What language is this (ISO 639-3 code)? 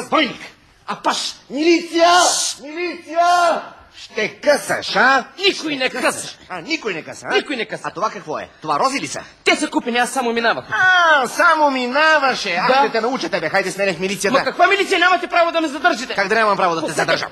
bul